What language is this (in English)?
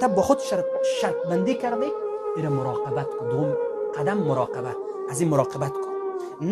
Persian